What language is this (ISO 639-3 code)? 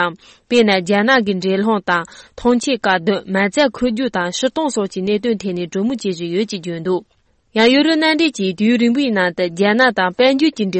bod